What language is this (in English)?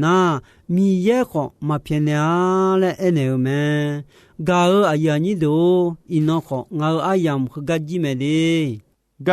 Akha